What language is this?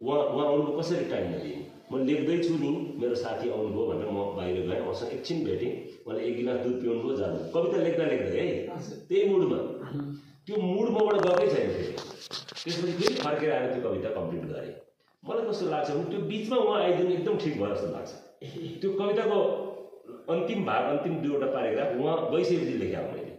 Nepali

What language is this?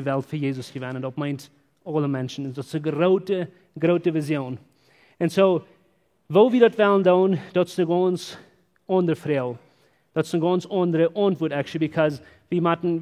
Plautdietsch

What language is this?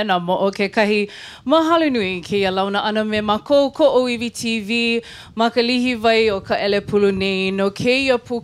Hawaiian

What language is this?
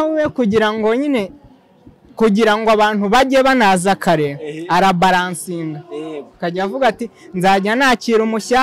Kinyarwanda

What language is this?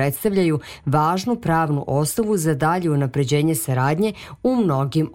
Serbian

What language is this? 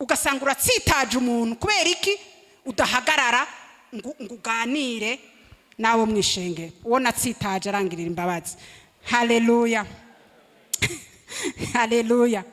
Rundi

